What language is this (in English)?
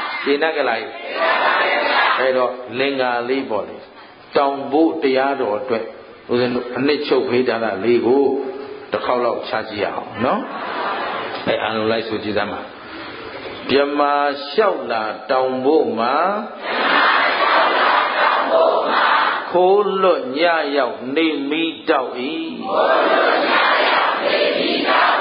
Burmese